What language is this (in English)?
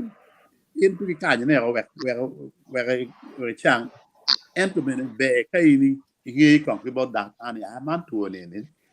Acoli